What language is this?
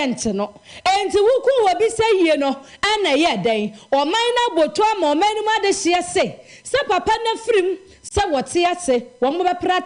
Akan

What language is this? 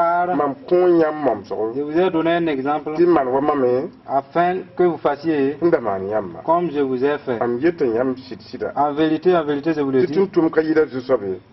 Mossi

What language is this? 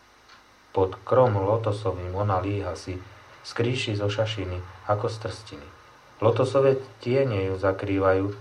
Slovak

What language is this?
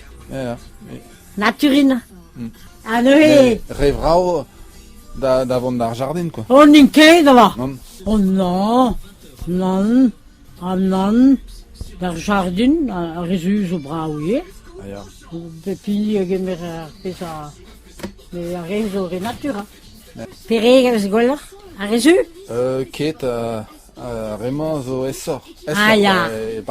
Breton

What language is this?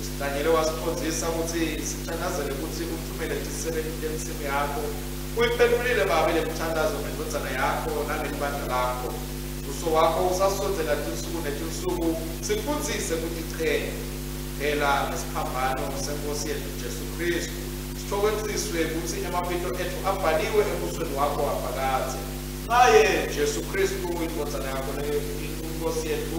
Swati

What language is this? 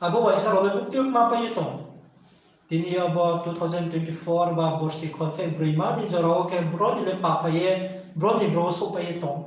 Riang (India)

